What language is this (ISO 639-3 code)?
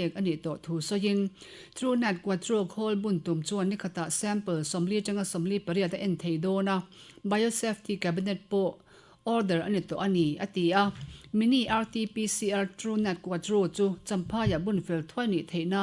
lus